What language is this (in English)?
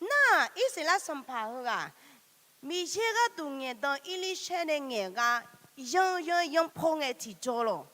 Akha